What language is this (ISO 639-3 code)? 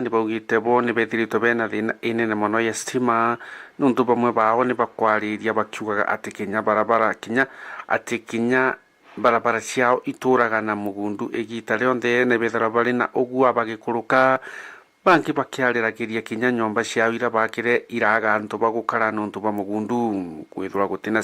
mer